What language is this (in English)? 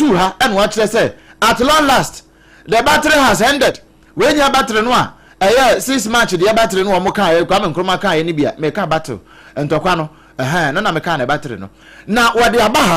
Akan